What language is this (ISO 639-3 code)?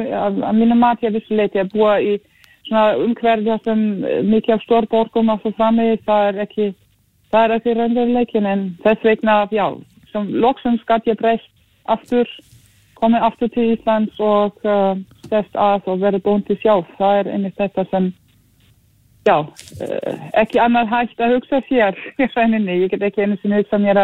isl